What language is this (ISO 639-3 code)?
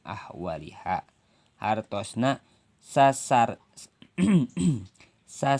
sun